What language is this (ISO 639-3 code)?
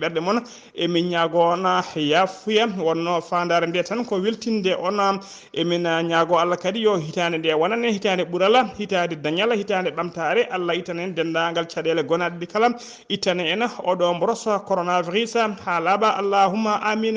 ful